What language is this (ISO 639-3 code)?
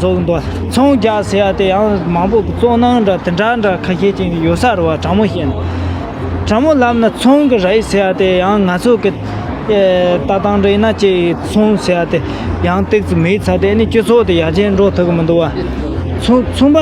bod